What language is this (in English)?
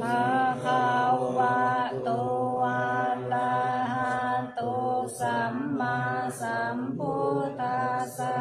Pali